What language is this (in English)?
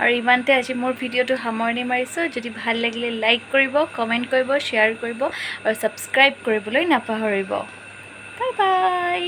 Assamese